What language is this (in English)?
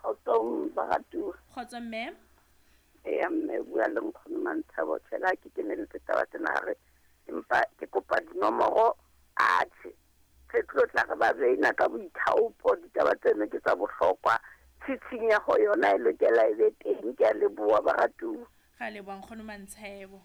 Southern Sotho